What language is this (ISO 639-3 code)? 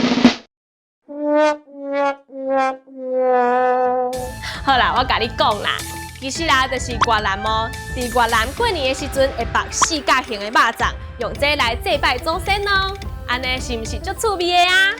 nan